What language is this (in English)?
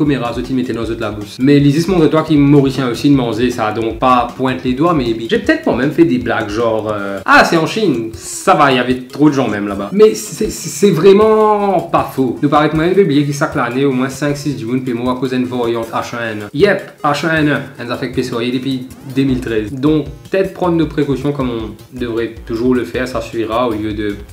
Morisyen